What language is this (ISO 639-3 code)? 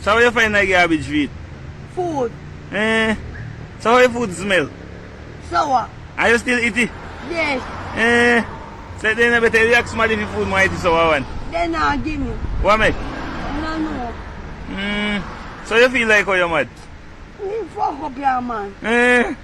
jam